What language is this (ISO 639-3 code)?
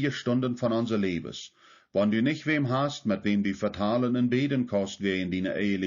pdt